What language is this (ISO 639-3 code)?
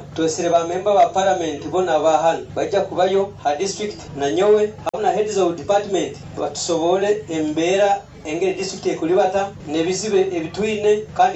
nyo